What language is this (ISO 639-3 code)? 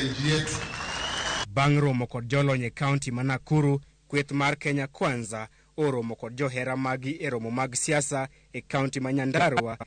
luo